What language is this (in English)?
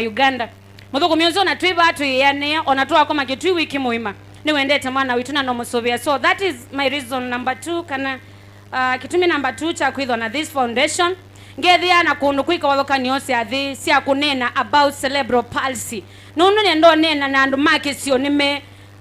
Kamba